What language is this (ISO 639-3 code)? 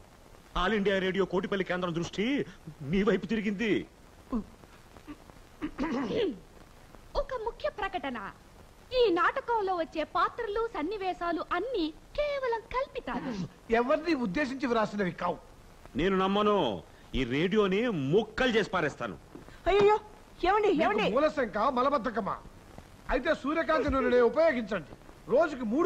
tel